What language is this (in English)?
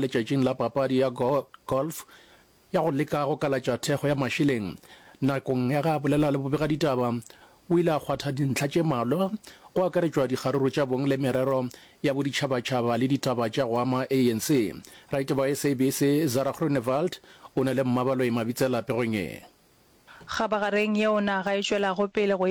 Northern Sotho